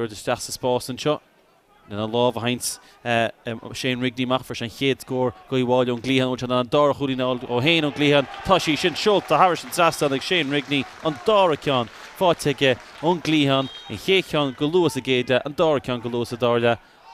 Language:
Irish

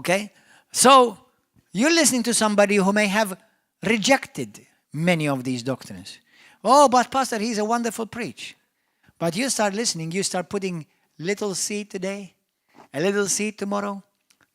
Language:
English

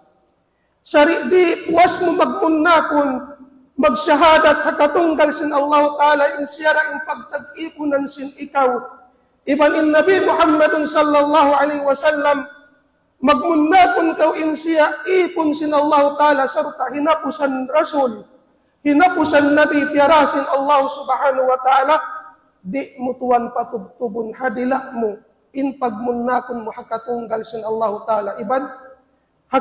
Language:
Tausug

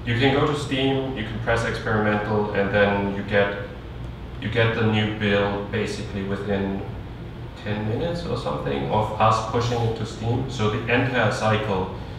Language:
English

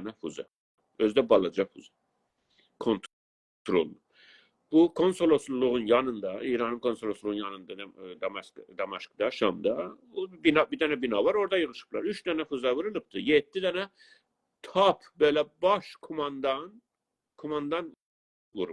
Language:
South Azerbaijani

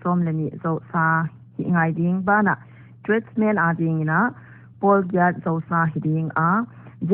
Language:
Paite Chin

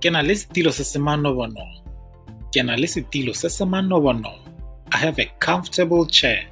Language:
Tswana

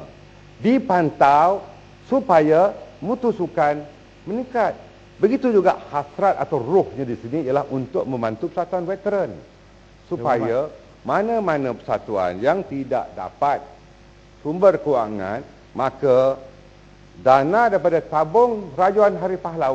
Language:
Malay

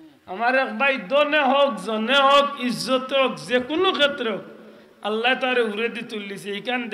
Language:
Sylheti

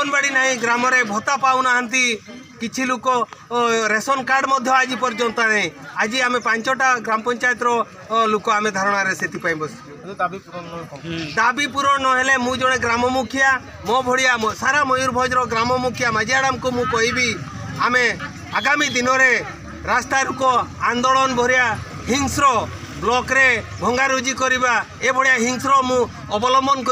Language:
Santali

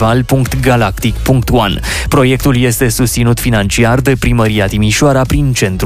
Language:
Romanian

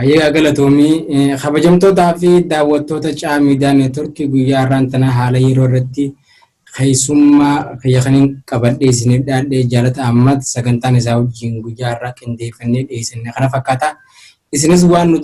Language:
Oromo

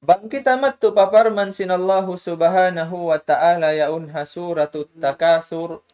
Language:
Tausug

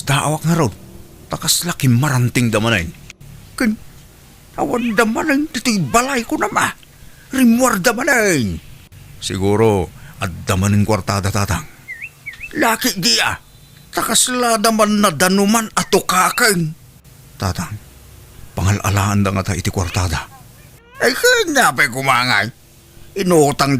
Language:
Iloko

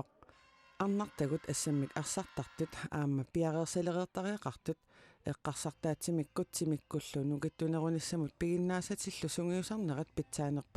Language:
Kalaallisut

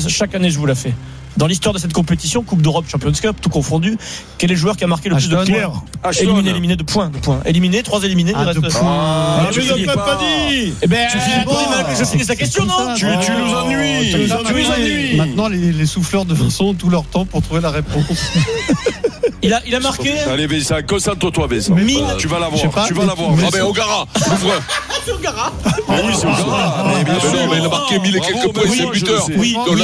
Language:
French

